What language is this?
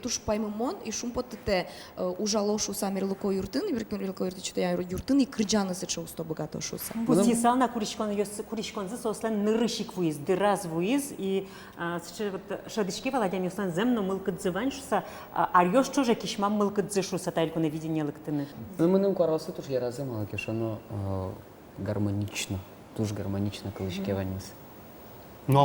Udmurt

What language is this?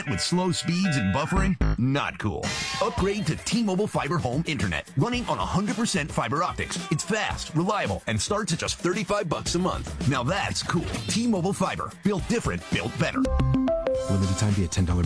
English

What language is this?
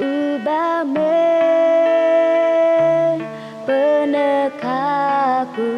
Iban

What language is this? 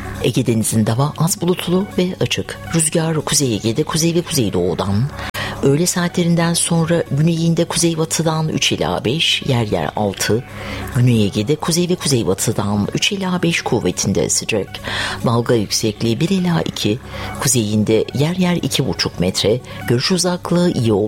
Turkish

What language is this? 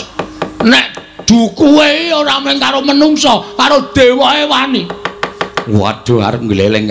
Javanese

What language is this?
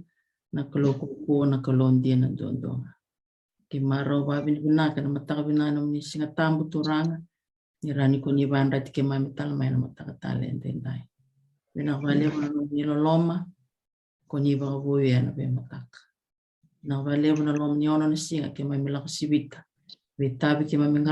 Fijian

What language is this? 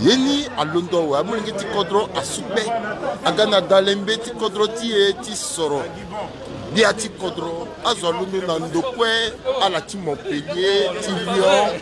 Sango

